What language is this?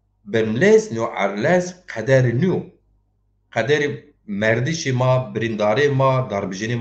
Zaza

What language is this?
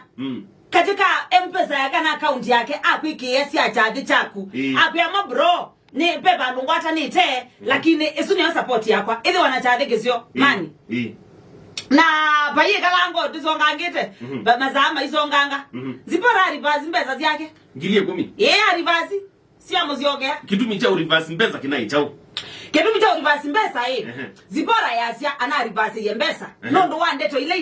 Kamba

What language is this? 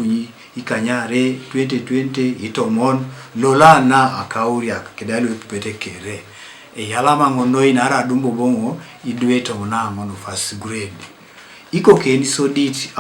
Teso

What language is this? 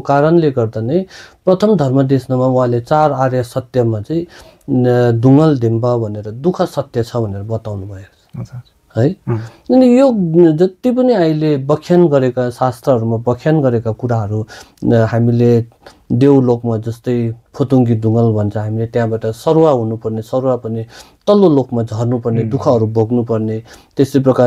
Nepali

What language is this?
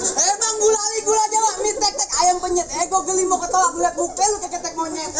Betawi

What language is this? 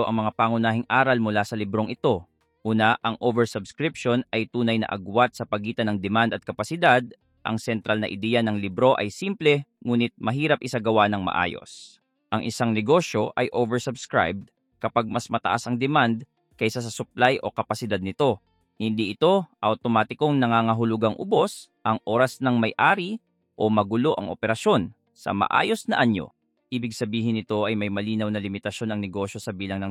Filipino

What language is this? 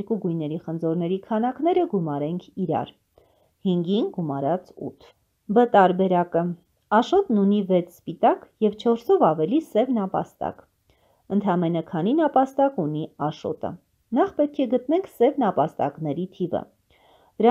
Armenian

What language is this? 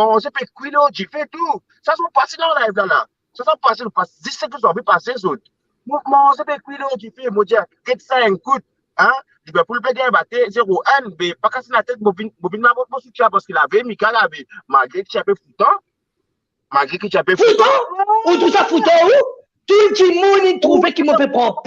Morisyen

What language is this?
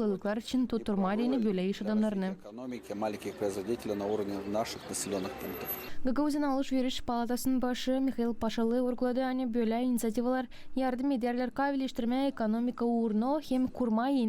Gagauz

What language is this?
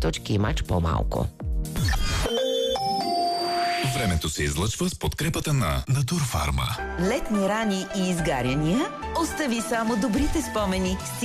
Bulgarian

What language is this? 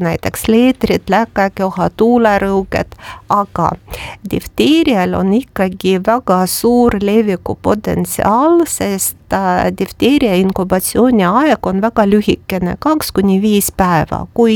Estonian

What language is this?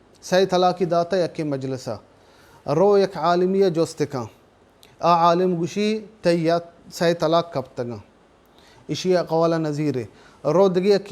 Baluchi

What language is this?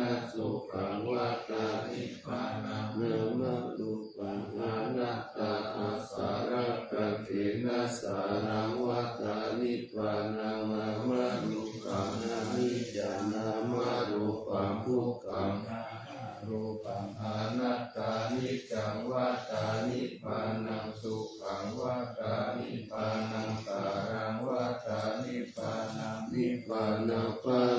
Pali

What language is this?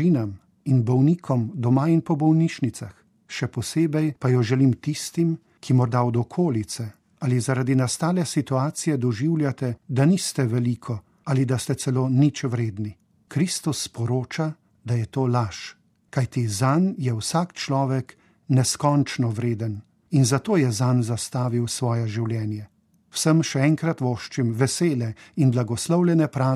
Slovenian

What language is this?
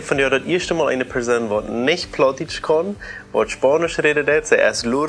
Plautdietsch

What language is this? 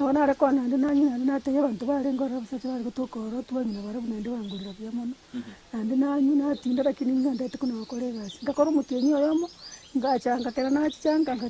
Gusii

